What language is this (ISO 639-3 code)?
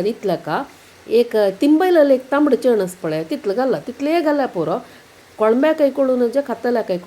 kok